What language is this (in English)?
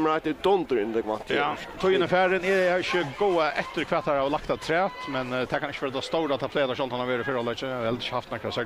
Faroese